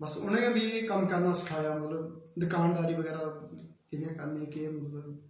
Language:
Dogri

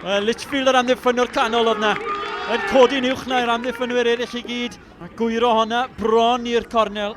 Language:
Welsh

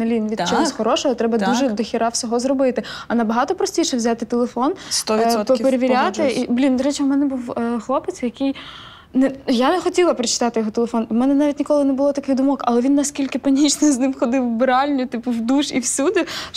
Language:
Ukrainian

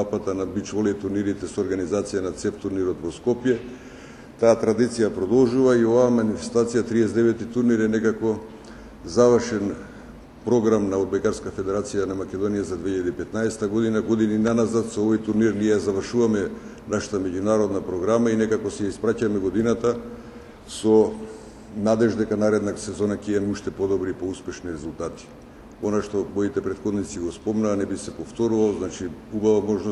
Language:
Macedonian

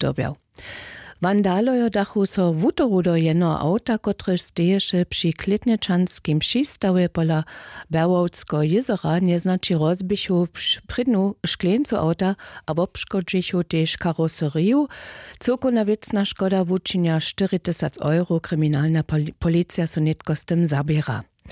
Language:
Upper Sorbian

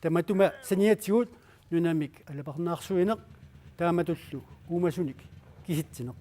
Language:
Kalaallisut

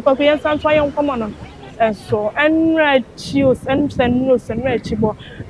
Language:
Akan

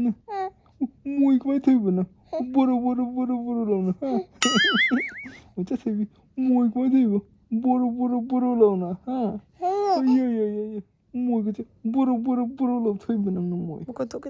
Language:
Manipuri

